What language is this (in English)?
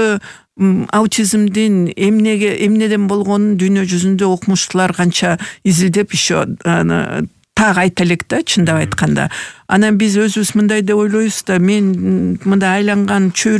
Kyrgyz